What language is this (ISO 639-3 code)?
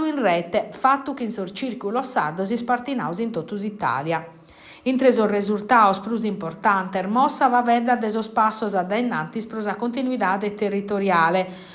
srd